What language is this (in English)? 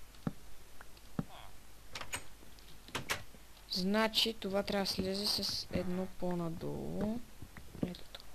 Bulgarian